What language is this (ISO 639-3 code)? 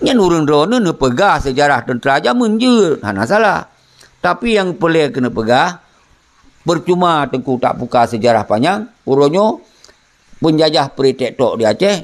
ace